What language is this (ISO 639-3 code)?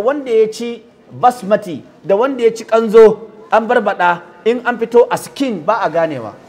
hau